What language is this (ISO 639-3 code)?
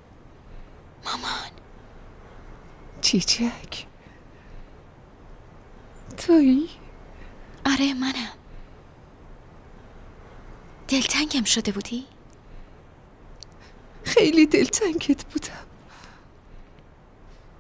fas